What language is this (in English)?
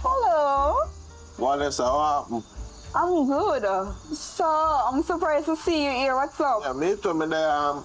Jamaican Creole English